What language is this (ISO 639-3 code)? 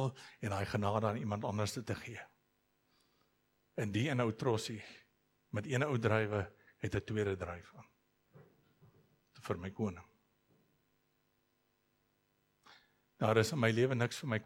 afr